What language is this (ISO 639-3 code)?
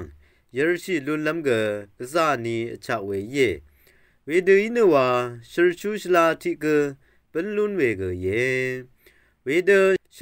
raw